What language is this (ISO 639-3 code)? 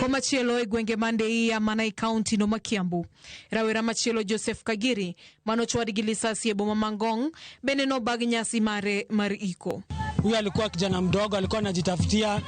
luo